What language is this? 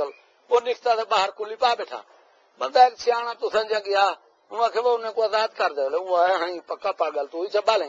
Saraiki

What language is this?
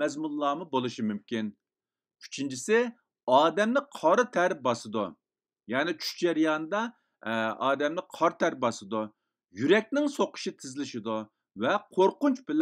Uyghur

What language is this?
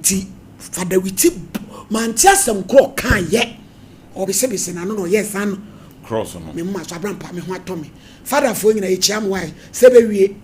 Akan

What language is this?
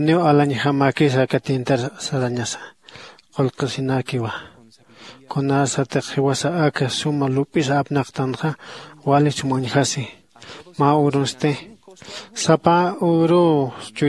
Aymara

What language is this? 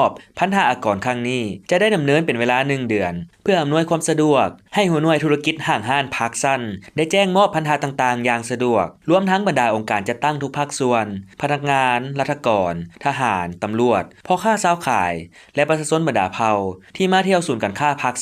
Lao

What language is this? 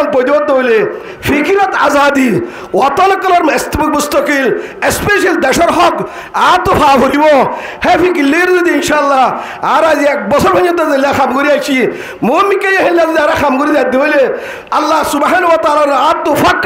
Rohingya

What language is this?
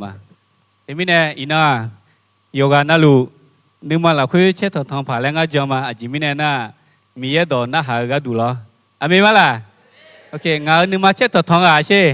Akha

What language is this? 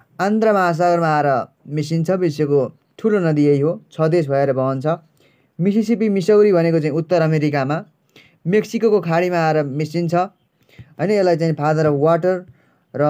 Nepali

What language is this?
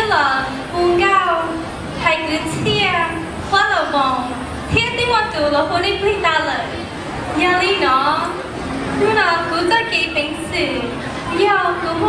Hmong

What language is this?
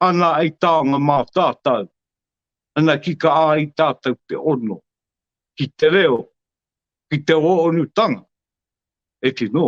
Māori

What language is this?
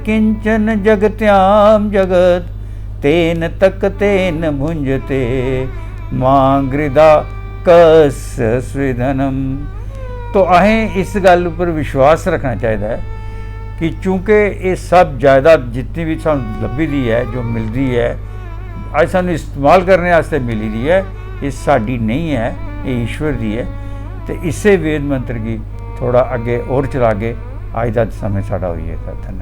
Dogri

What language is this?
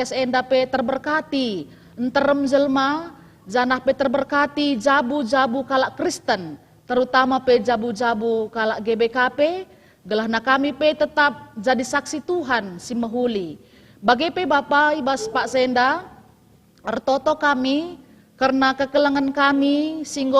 Batak Karo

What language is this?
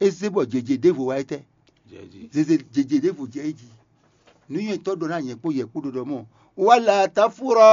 Fon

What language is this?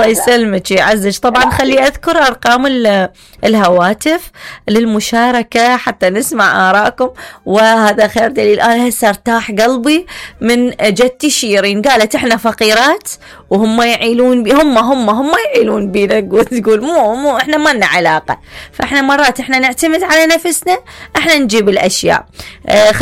Mesopotamian Arabic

